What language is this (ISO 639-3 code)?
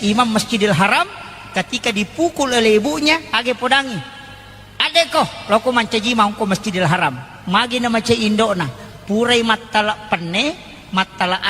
bug